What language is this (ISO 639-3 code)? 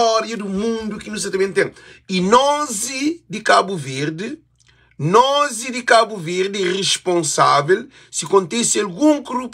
kea